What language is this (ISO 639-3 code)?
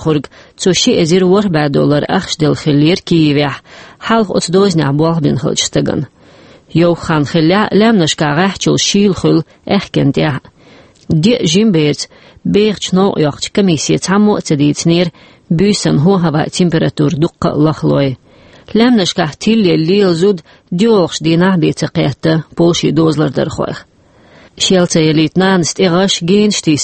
che